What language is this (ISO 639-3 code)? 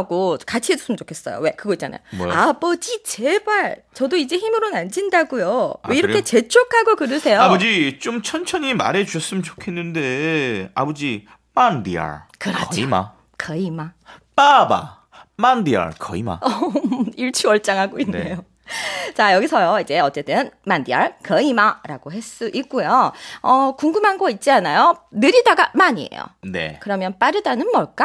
kor